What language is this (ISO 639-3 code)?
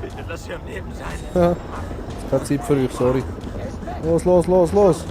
gsw